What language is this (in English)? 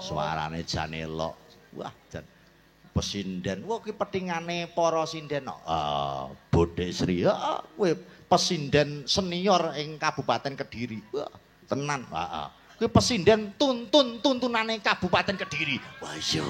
Javanese